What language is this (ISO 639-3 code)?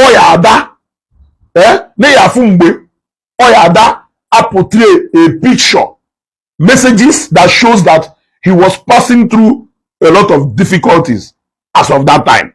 ibo